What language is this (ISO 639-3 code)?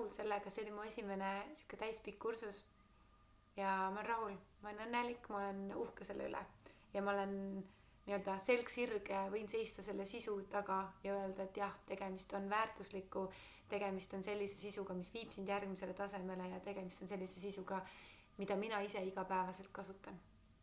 est